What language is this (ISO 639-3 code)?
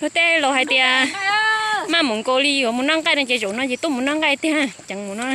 hmn